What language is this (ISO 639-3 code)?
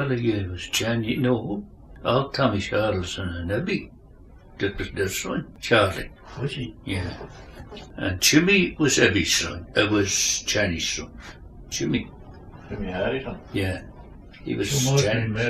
sco